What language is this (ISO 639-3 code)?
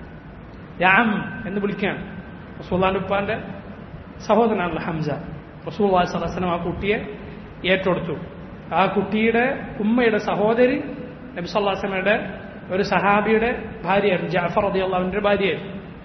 mal